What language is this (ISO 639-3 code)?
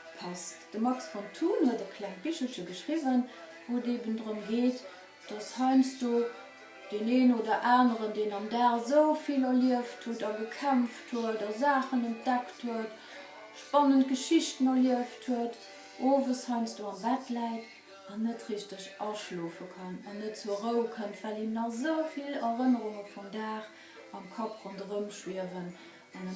ltz